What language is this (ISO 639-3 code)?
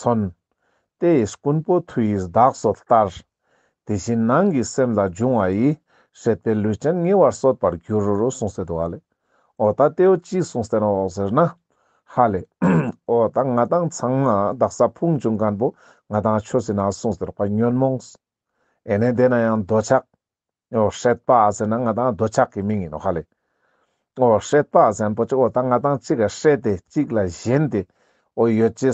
lbj